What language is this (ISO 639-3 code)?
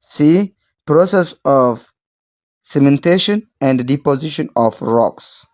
eng